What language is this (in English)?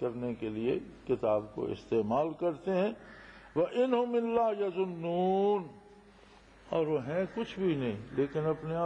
Urdu